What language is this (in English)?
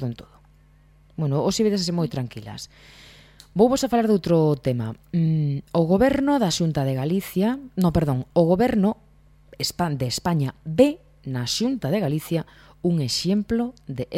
Galician